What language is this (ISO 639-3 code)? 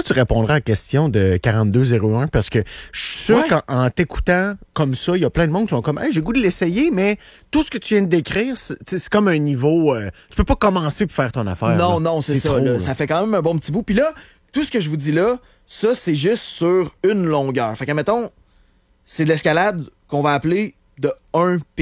fra